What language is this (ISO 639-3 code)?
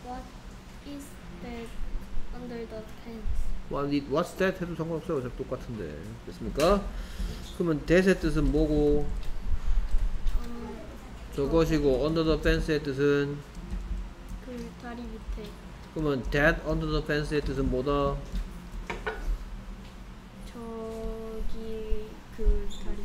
kor